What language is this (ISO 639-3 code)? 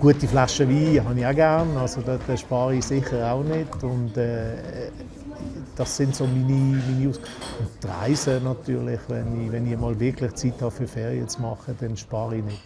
roh